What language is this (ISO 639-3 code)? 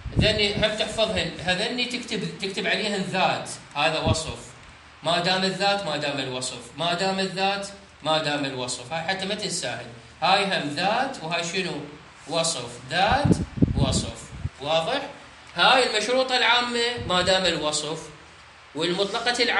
acm